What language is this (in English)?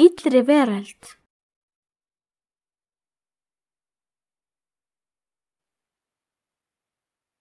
Icelandic